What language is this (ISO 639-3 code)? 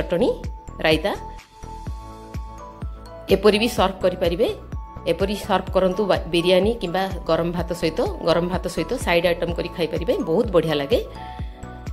ori